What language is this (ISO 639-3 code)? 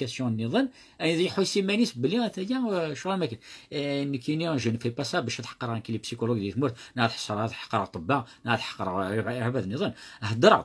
kab